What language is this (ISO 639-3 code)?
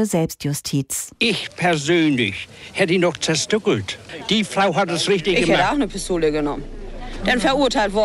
deu